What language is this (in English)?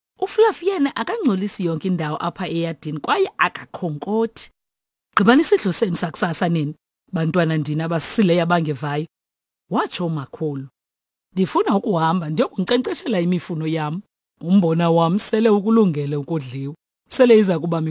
Xhosa